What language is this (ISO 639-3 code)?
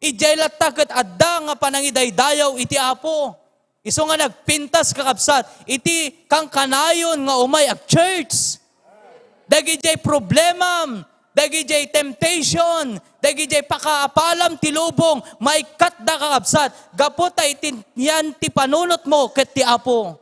ilo